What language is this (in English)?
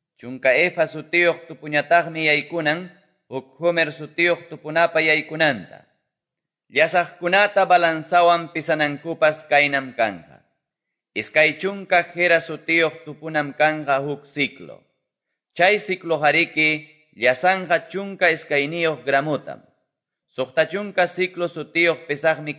Quechua